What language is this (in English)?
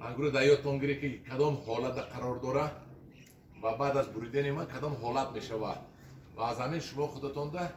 Tajik